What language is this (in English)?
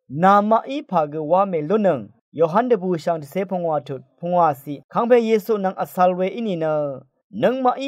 Rawang